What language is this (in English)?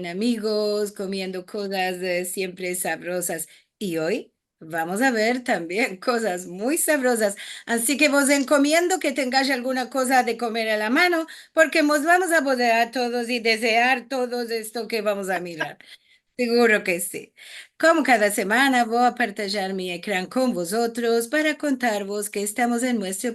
Ladino